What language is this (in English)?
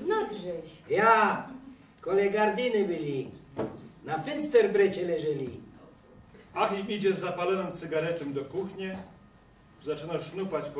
Silesian